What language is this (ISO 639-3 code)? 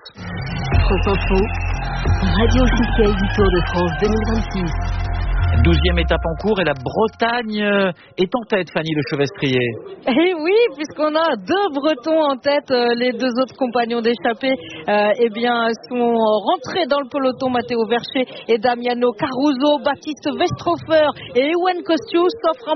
fra